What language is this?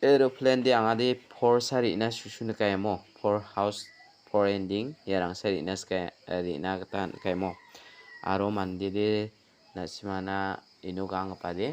Garo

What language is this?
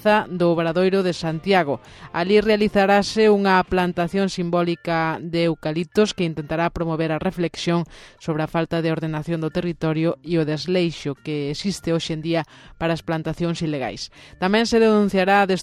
Galician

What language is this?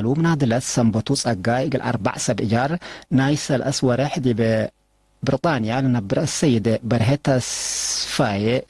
Tigre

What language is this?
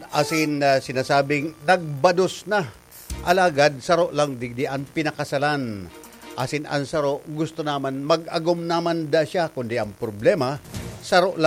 Bikol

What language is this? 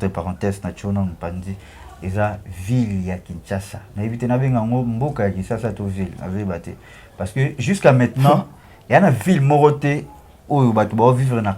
Lingala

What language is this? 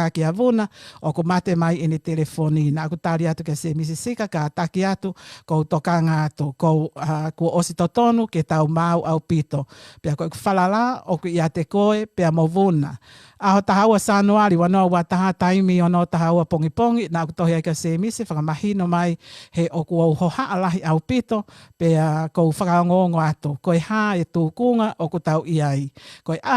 Tongan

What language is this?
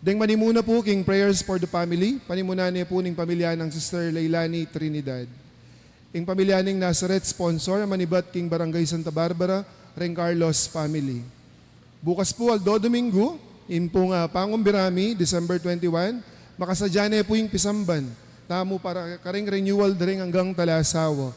Pampanga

